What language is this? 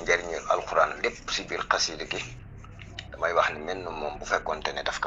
Wolof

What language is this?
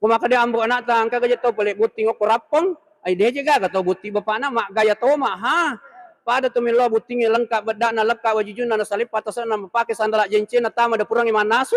Buginese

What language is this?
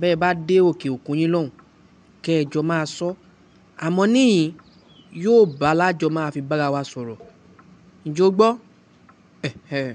Yoruba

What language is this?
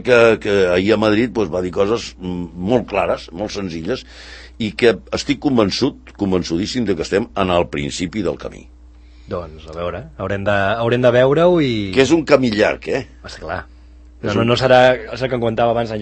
Catalan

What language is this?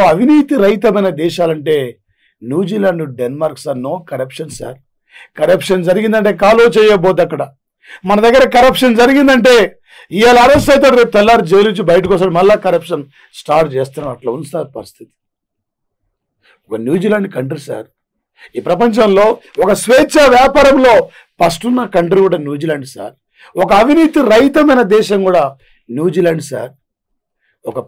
Telugu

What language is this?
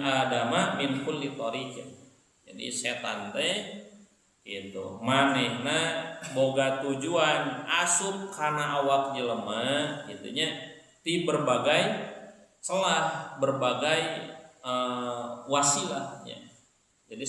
Sundanese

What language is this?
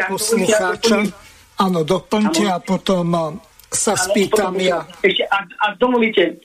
Slovak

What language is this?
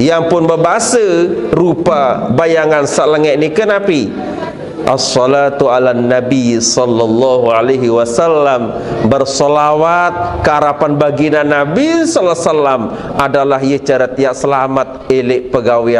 Sasak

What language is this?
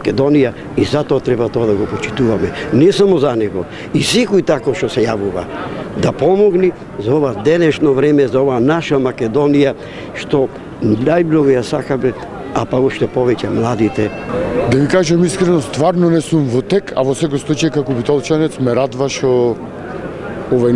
Macedonian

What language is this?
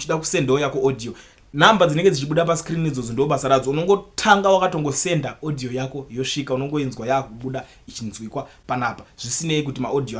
Shona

